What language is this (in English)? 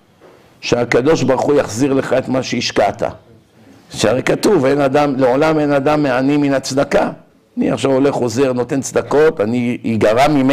Hebrew